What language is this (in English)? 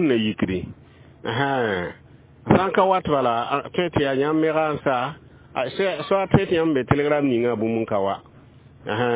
Mossi